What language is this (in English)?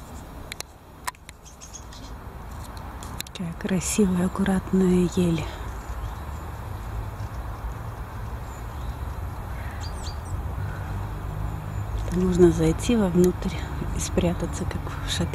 Russian